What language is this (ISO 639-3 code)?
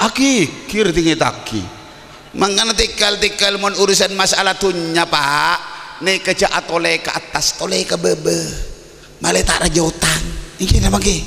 mad